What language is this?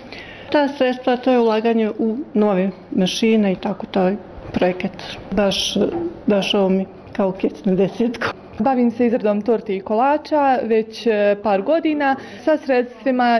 Croatian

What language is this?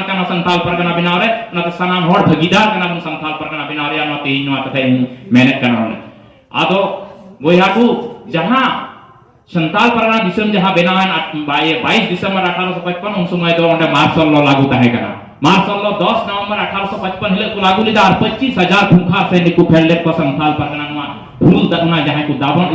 Santali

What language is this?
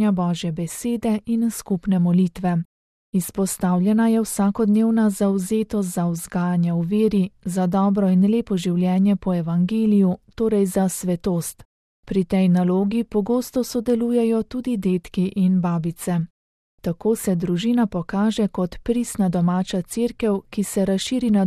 Slovenian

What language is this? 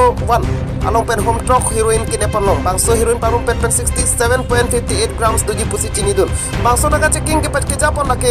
Karbi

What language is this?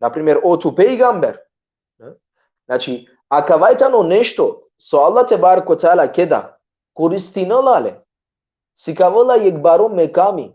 Balkan Romani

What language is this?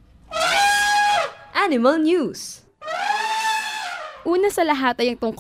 Filipino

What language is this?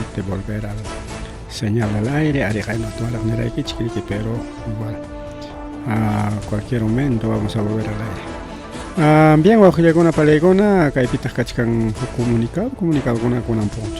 Ayacucho Quechua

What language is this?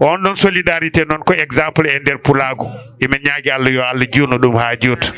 Fula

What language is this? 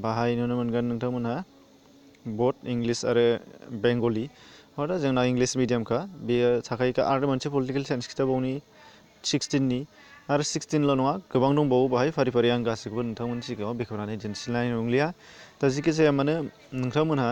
Bodo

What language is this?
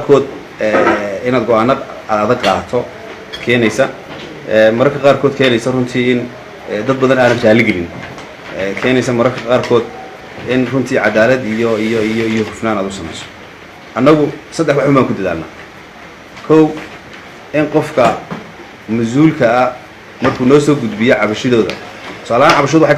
Somali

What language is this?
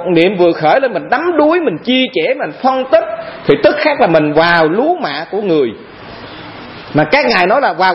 Vietnamese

